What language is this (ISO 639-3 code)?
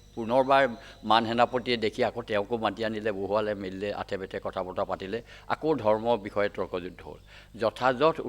asm